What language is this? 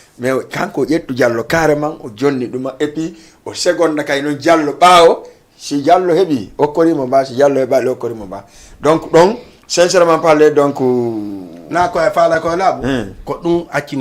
Fula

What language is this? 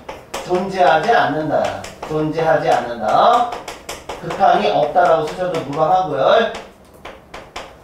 Korean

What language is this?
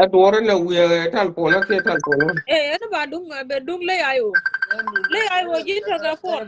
Nuer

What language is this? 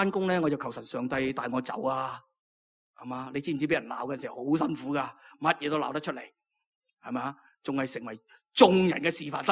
Cantonese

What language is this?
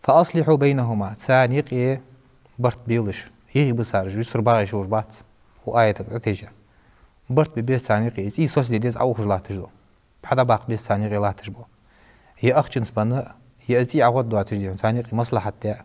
Ingush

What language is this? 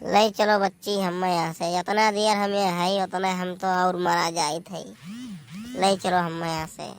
Awadhi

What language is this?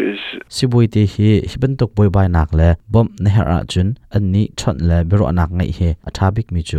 Hakha Chin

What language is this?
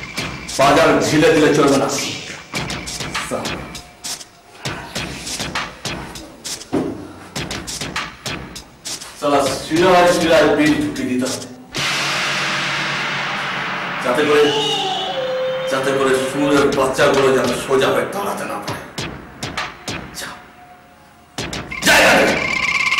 Bangla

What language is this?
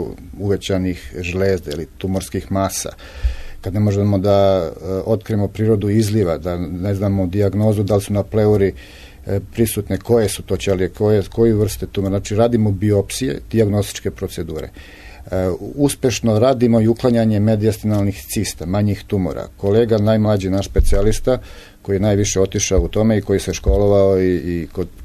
Serbian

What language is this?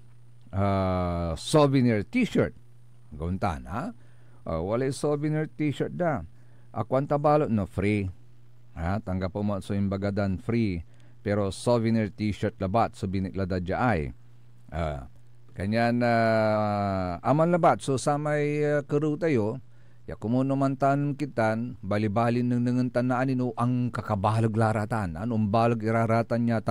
Pangasinan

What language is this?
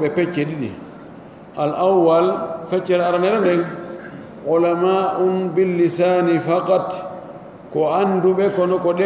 Pular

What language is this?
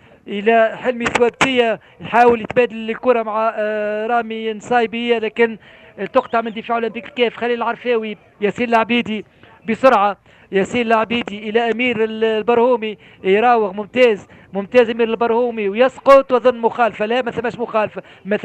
Tunisian Arabic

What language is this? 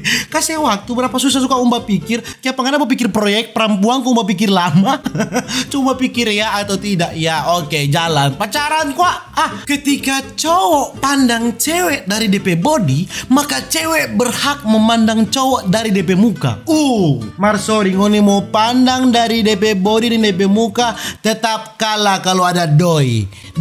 Manado Malay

